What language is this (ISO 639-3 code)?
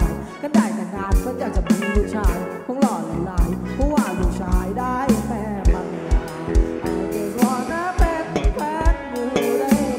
tha